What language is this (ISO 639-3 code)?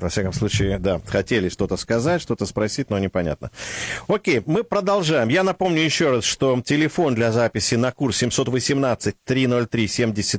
rus